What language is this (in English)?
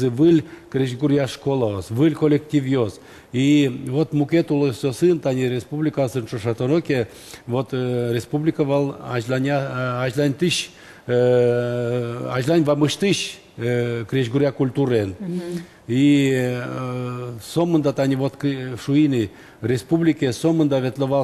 Udmurt